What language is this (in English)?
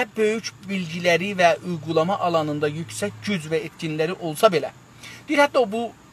South Azerbaijani